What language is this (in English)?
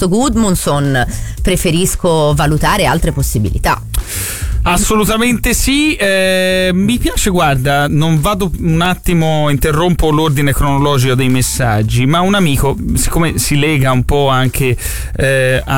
Italian